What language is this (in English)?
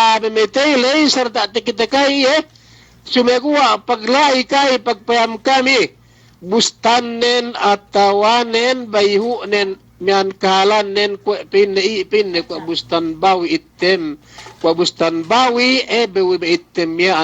Yakan